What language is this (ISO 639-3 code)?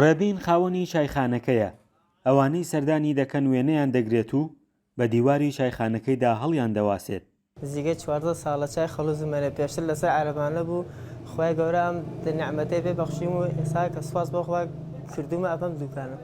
ckb